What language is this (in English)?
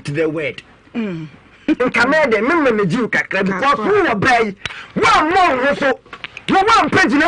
Akan